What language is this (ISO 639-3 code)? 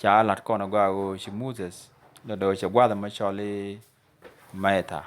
nus